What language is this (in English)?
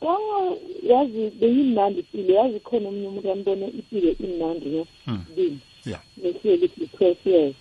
South Ndebele